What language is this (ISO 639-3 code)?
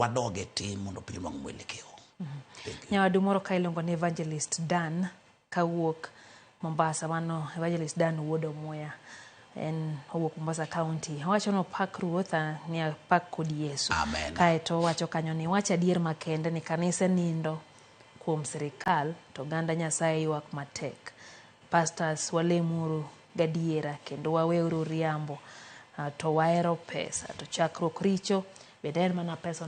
luo